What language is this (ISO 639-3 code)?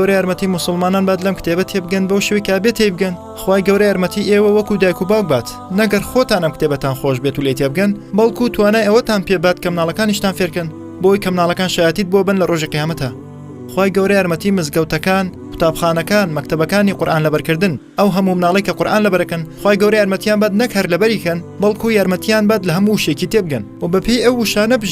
ckb